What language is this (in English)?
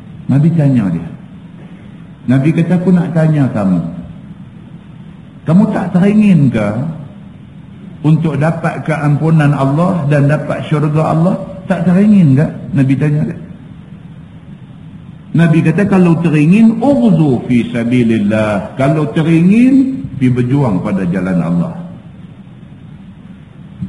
Malay